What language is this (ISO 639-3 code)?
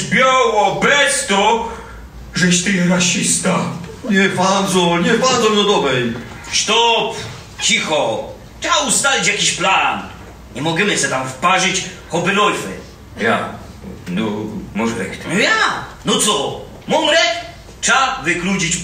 szl